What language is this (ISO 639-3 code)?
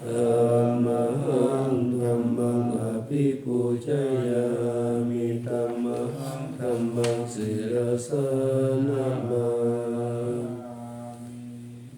pli